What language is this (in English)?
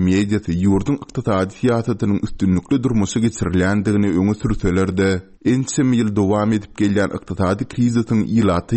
Turkmen